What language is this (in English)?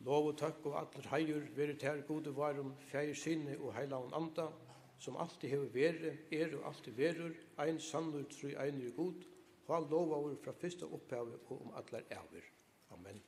Faroese